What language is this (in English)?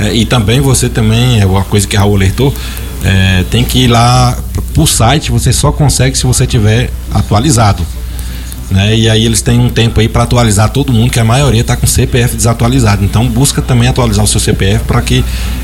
Portuguese